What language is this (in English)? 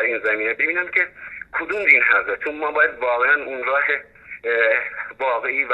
Persian